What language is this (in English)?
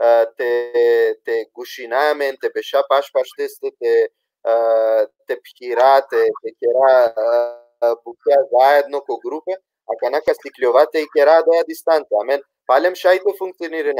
Balkan Romani